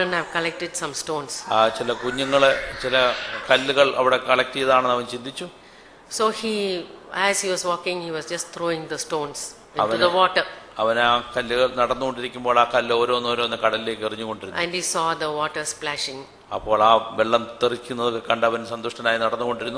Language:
Malayalam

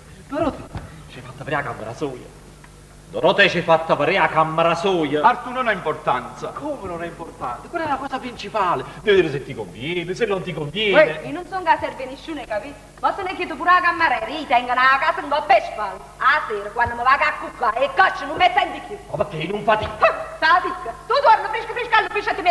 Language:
Neapolitan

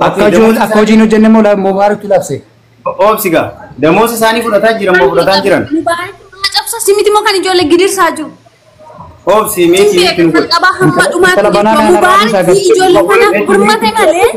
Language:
Oromo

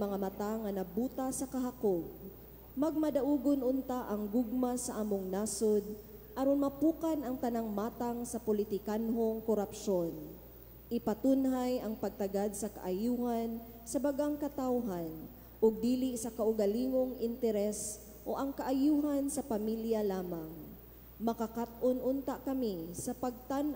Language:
Cebuano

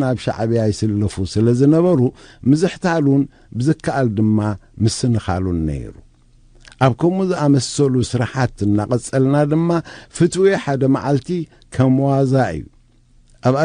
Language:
Tigrinya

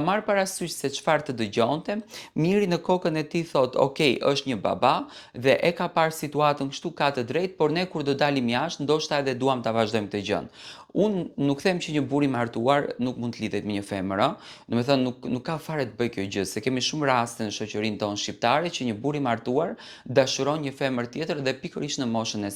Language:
Albanian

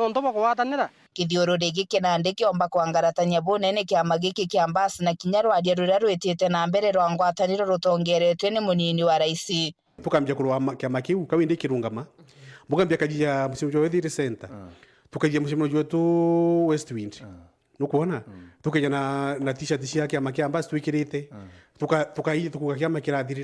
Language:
Meru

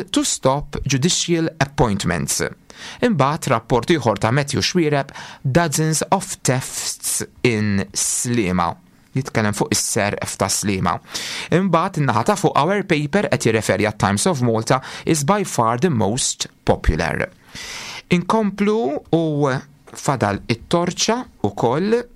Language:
Maltese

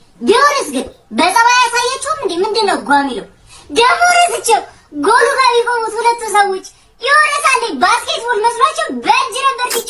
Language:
Amharic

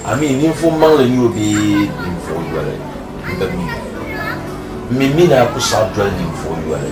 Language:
Dagbani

